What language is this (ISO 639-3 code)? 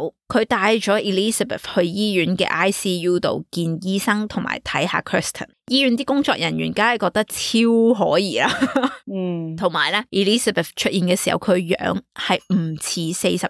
yue